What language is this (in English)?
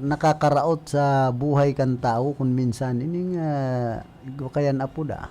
Bikol